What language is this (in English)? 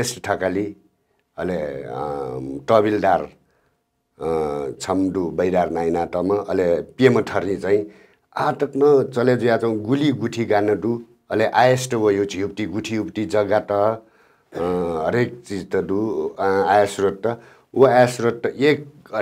Newari